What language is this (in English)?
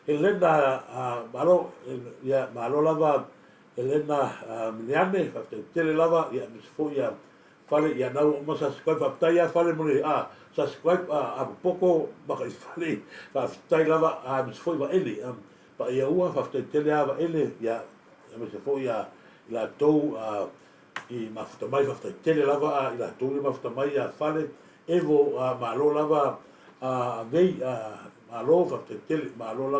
Samoan